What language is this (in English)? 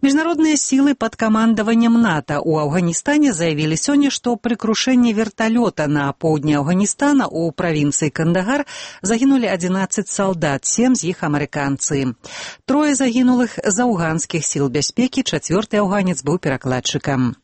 Belarusian